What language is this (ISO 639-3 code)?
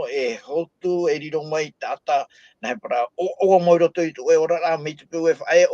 tah